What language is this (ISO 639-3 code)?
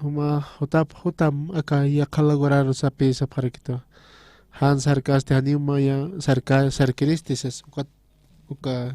aym